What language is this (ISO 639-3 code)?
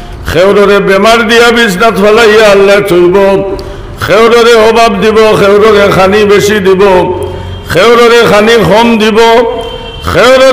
syl